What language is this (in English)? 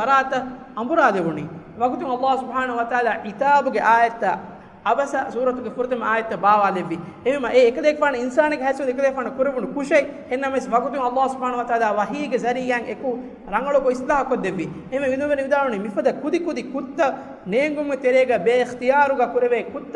Divehi